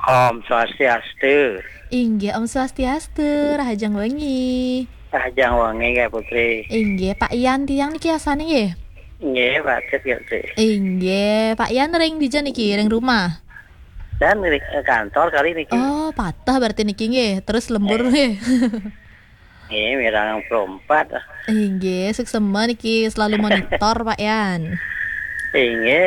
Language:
Balinese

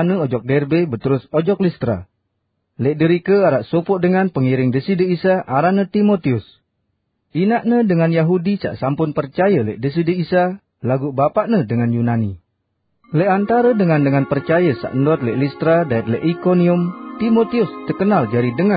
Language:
Sasak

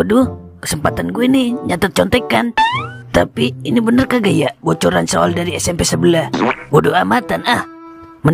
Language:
Betawi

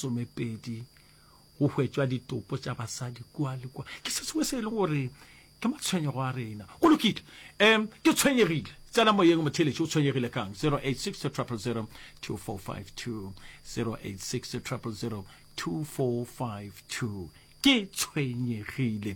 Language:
Northern Sotho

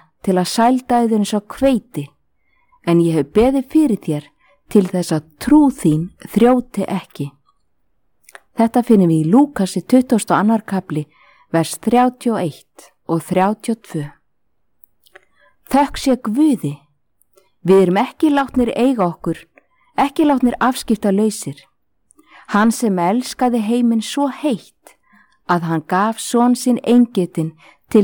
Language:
Icelandic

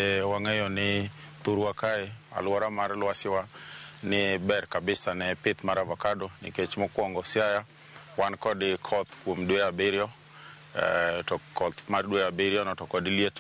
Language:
Luo (Kenya and Tanzania)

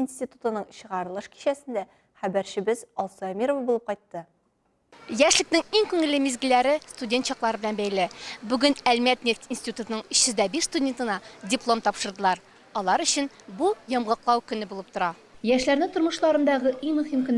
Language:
Tatar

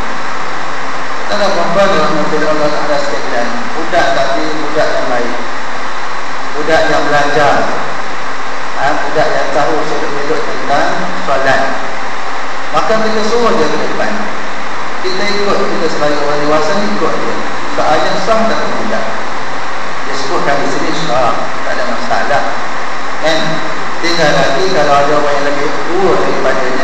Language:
Malay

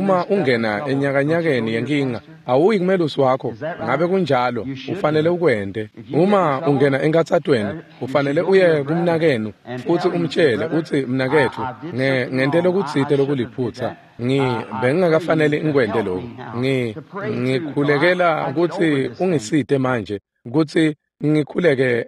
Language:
Swati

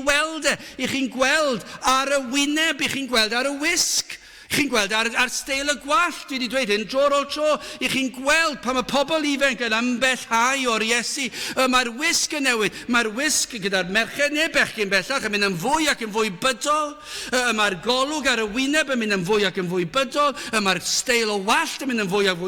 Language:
Welsh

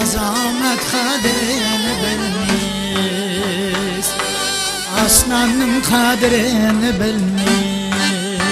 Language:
Kara-Kalpak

